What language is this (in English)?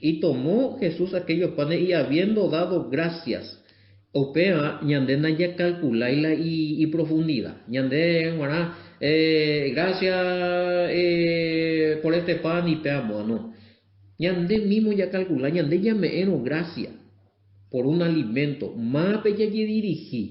Guarani